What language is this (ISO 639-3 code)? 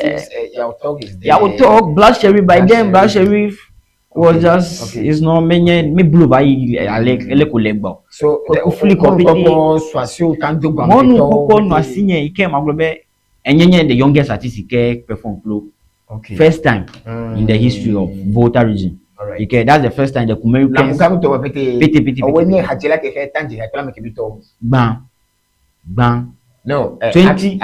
ewe